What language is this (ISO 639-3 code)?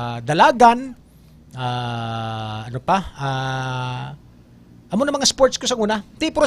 hil